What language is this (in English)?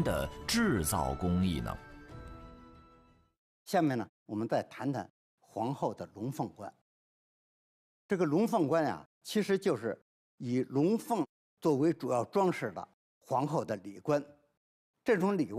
Chinese